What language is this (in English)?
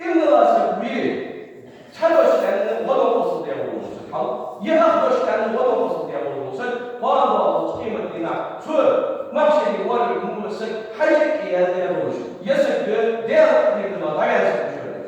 Ingush